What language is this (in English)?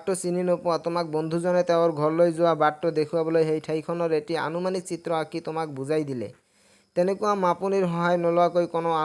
Assamese